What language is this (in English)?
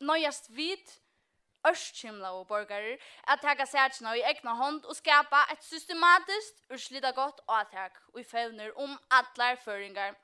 Faroese